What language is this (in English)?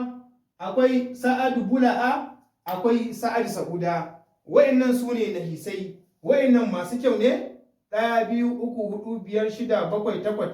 Hausa